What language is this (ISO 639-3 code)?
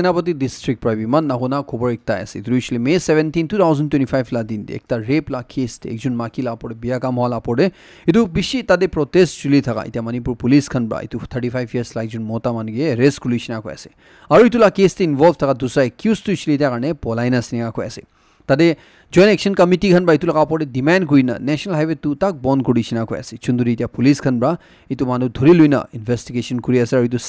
nag